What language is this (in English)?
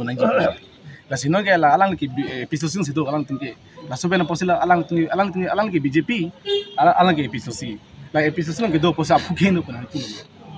Karbi